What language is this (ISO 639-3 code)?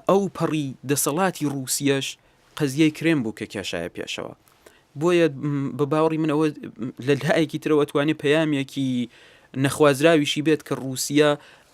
ckb